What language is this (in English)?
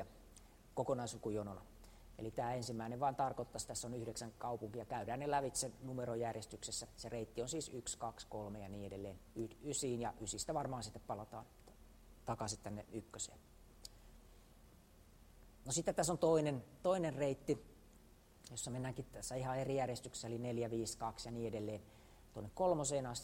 Finnish